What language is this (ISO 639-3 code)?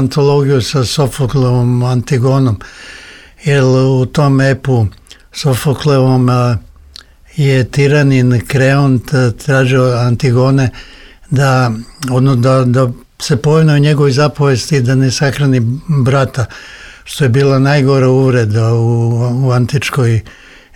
srp